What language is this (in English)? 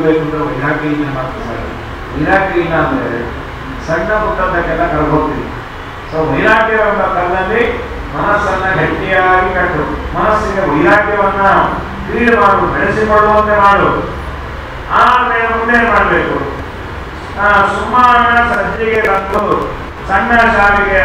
Kannada